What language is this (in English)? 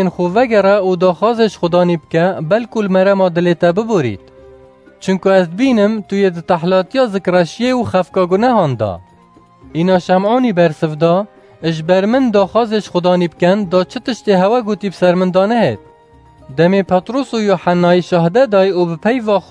Kurdish